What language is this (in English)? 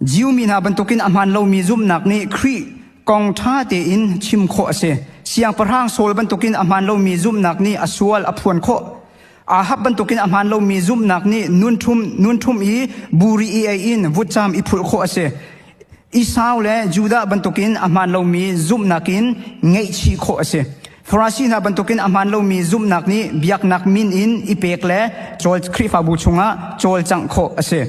Hakha Chin